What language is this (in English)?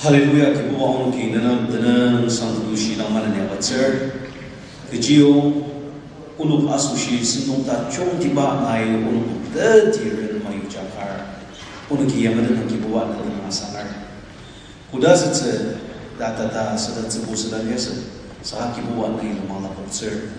Ao Naga